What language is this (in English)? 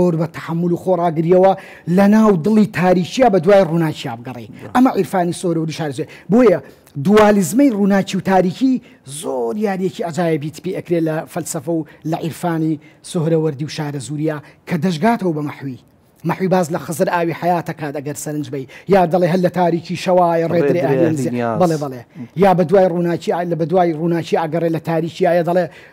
Central Kurdish